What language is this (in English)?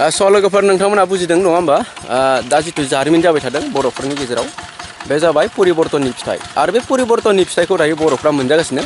Bodo